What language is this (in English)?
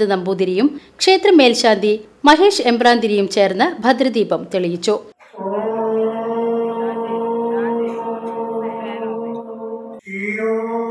Malayalam